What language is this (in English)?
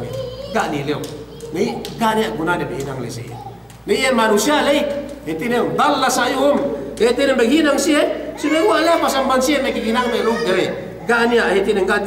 Yakan